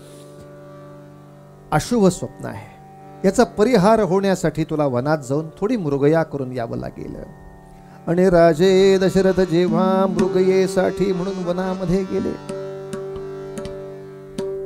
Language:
Marathi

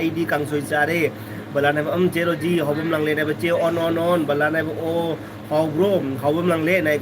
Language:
Manipuri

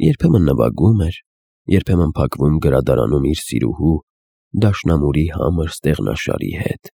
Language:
Armenian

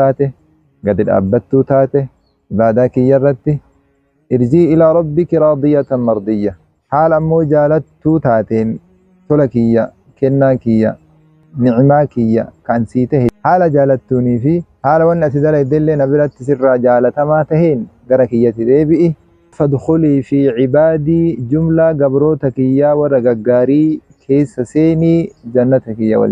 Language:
Oromo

